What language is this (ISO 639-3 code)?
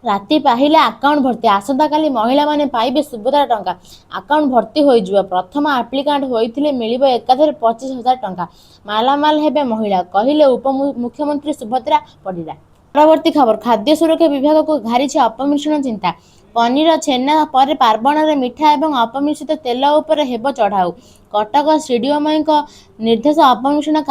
ori